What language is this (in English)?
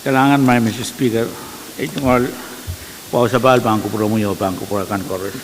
Pohnpeian